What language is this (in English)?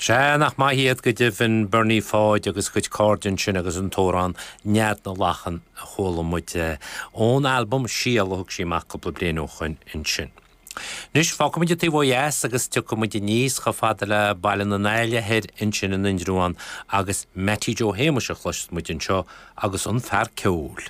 Irish